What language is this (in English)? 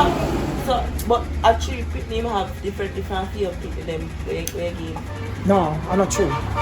Jamaican Creole English